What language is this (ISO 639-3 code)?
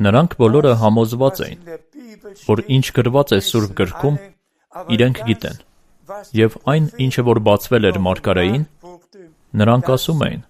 hye